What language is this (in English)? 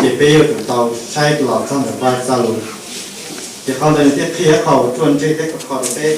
Hmong